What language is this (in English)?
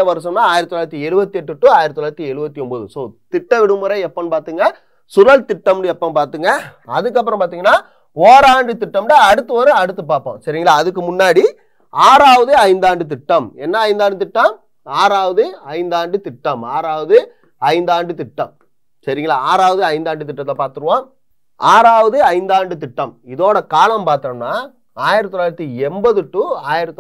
Tamil